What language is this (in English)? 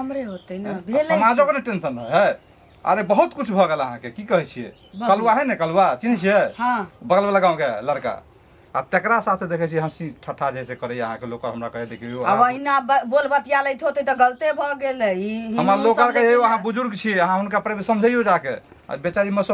Maithili